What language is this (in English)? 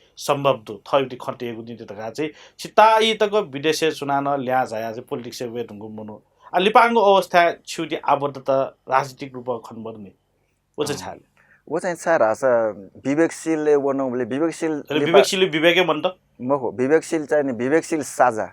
Newari